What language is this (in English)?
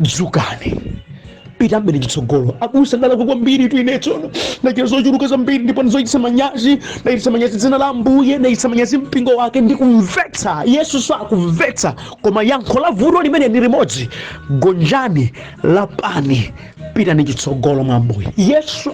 Nyanja